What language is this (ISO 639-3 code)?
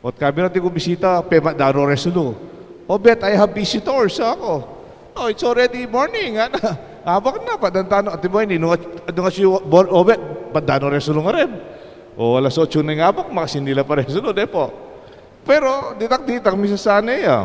pam